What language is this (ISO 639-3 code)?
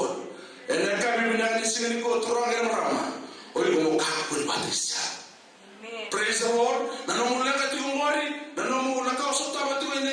fij